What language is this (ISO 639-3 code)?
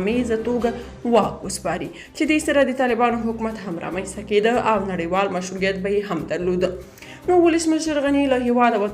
pus